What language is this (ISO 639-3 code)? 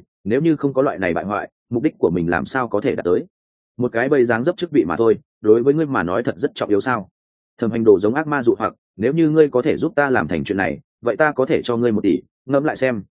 vie